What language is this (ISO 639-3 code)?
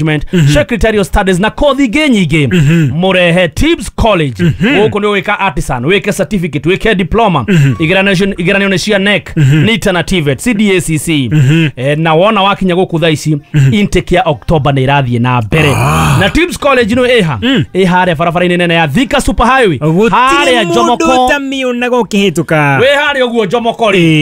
kik